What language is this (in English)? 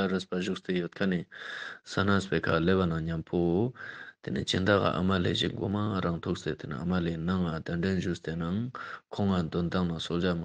Ladakhi